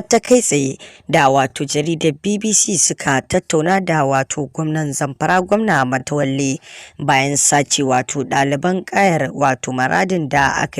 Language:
Hausa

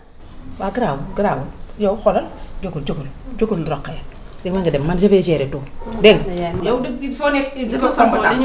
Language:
Wolof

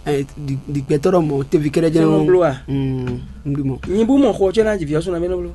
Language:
Fon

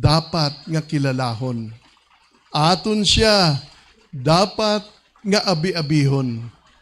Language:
Hiligaynon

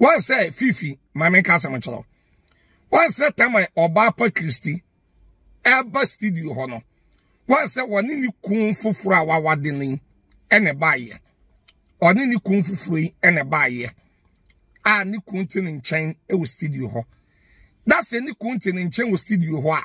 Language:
Akan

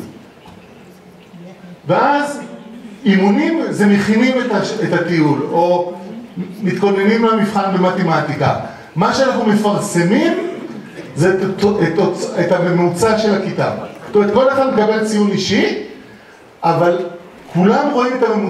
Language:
Hebrew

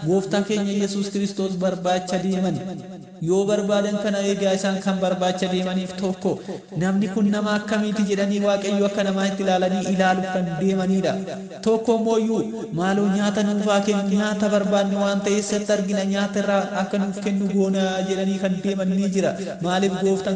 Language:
Oromo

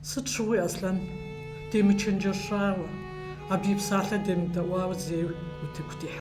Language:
Kabardian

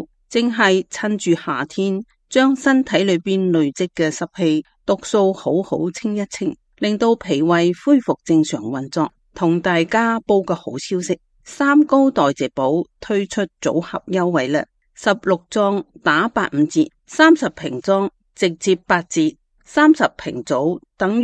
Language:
Cantonese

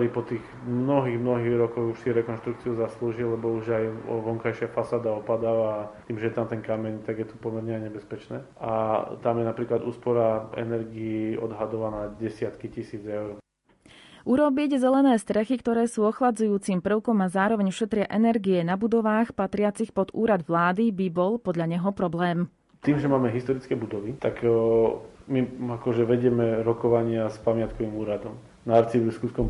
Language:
Slovak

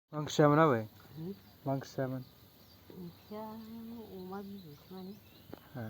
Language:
Bodo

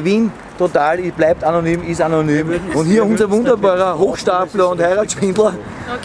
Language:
Bavarian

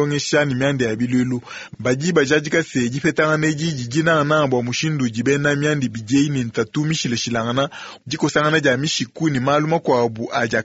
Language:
Luba-Lulua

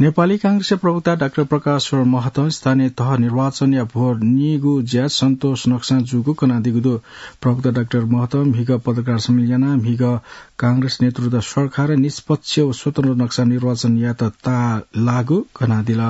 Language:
Newari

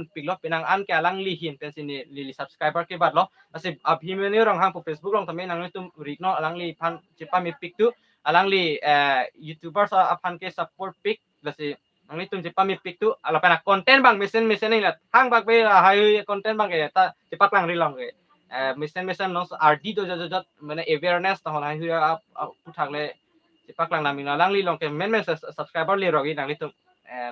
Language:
Karbi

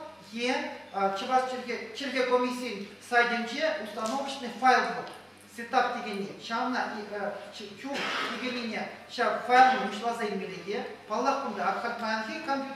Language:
Chuvash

